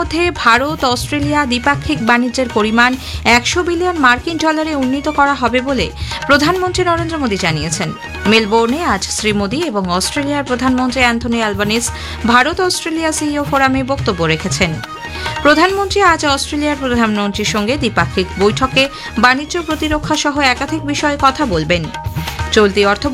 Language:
Bangla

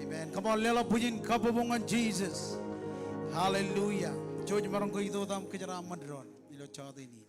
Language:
Marshallese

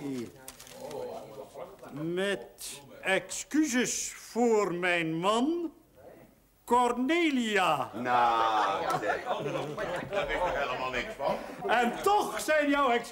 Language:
Dutch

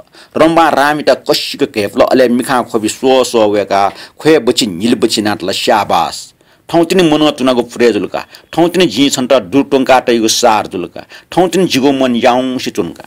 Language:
Newari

